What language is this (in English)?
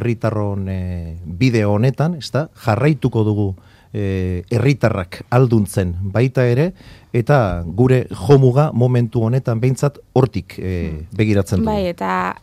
Basque